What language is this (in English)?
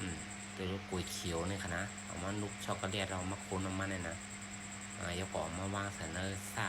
Shan